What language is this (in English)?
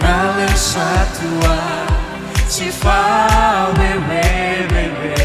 Nias